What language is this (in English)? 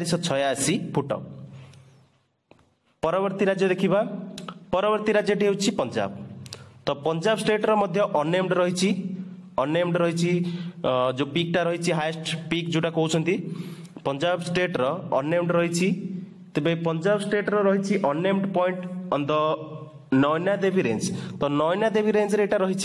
Odia